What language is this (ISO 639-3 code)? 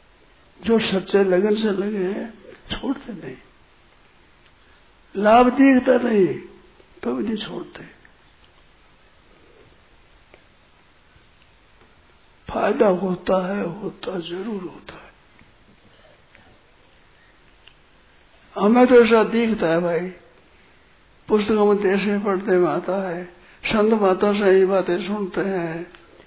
hin